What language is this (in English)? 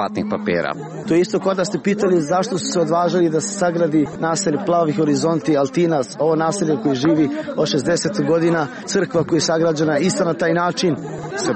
Croatian